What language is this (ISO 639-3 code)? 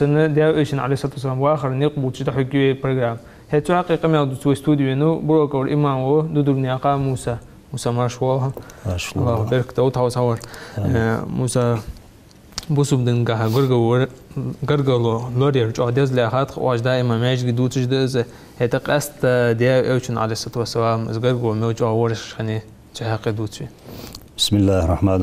inh